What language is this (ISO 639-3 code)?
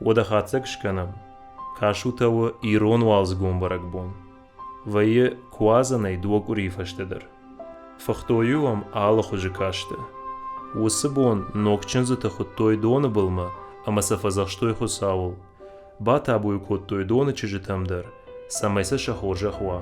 oss